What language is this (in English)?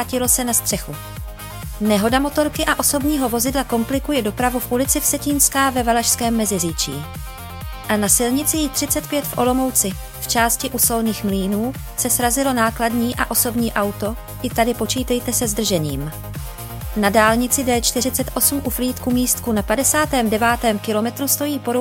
Czech